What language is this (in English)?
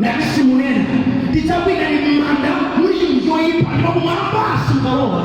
Nyanja